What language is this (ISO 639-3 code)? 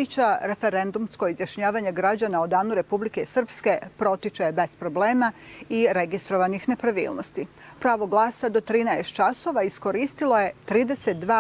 bos